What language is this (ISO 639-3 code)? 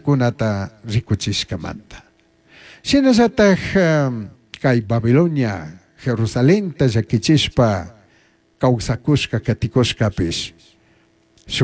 qug